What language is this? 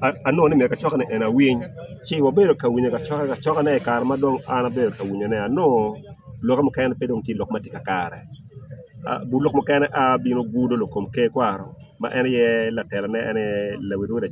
Acoli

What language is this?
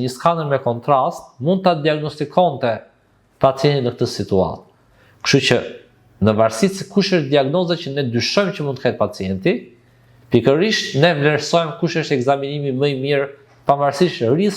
Albanian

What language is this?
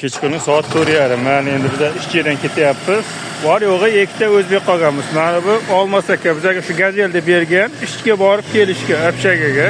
Uzbek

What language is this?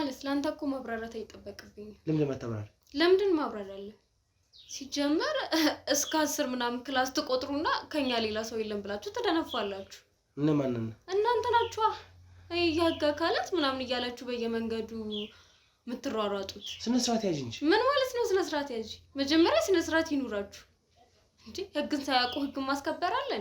Amharic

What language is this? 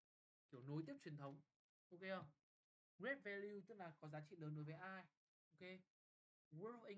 Vietnamese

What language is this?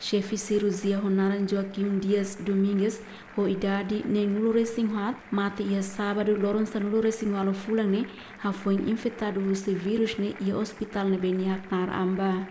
Tetum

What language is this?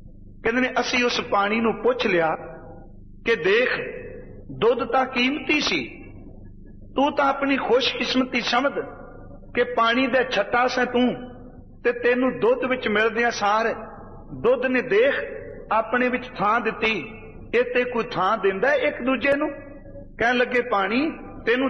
Punjabi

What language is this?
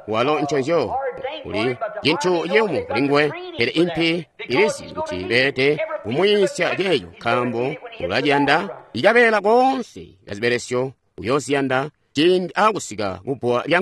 Tonga (Zambia)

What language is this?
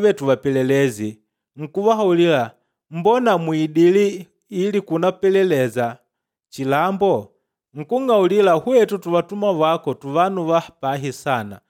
Makonde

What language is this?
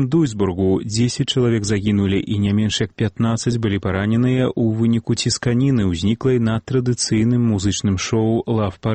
Belarusian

